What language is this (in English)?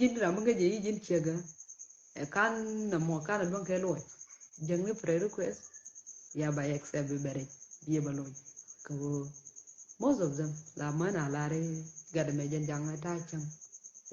Nuer